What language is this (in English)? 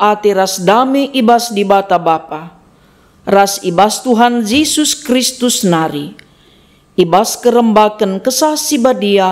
Batak Karo